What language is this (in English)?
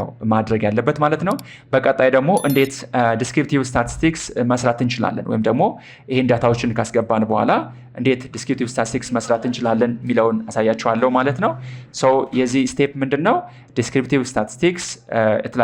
Amharic